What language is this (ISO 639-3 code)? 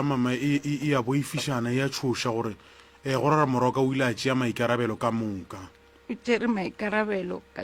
nso